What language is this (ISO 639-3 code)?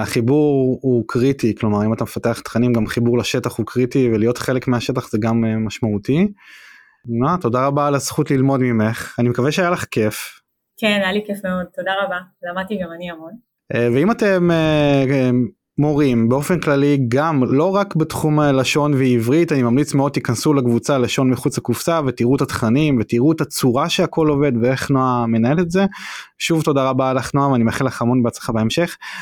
heb